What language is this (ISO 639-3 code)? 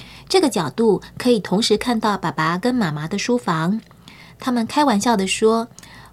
zho